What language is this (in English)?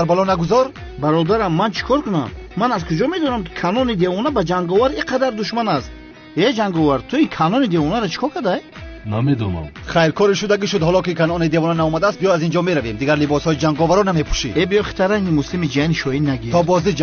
Tajik